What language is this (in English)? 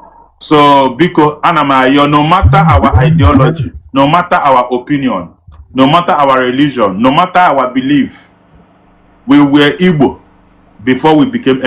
Igbo